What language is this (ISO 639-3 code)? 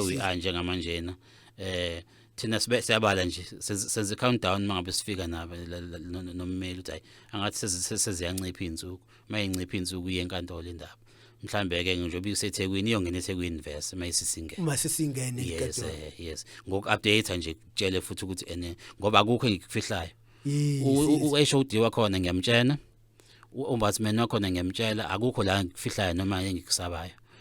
zul